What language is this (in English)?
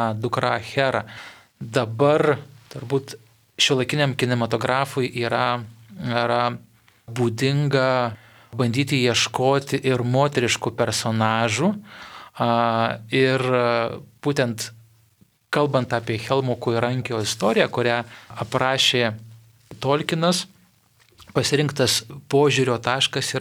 Lithuanian